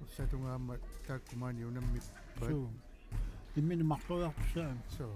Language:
Kalaallisut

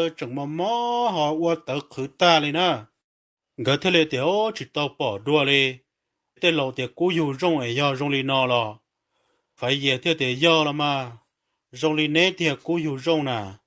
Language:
Hmong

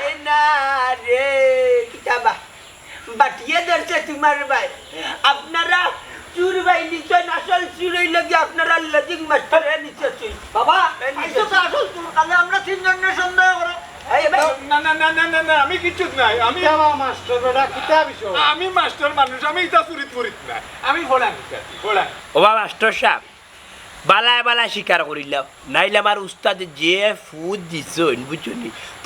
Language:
Sylheti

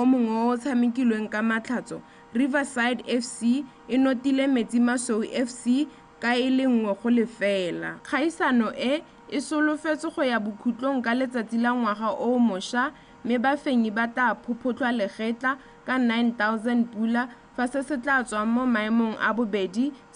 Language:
Tswana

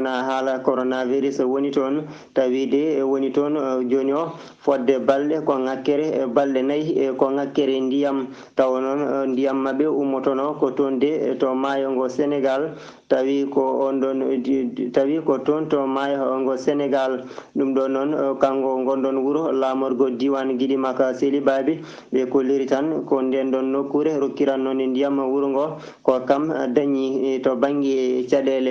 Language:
Fula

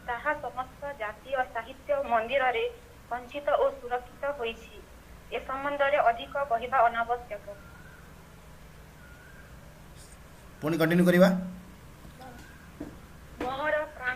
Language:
Odia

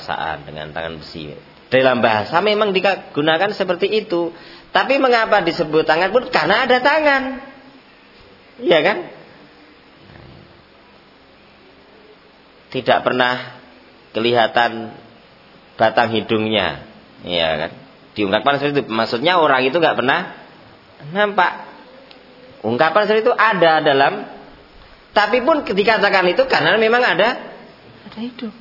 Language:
Indonesian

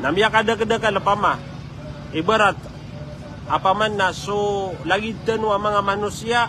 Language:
Maranao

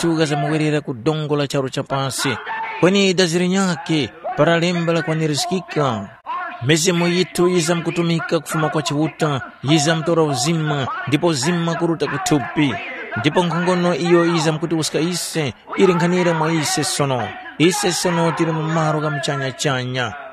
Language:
Tumbuka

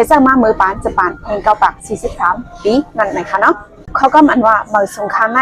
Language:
Shan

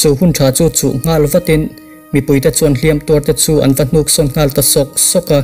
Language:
Mizo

